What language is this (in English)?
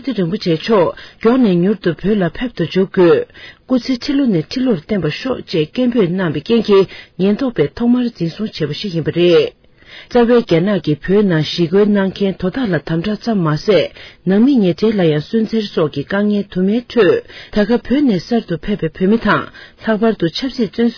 Tibetan